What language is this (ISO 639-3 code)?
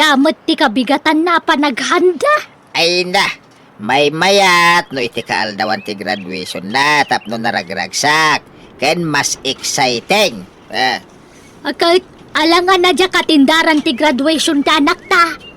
ilo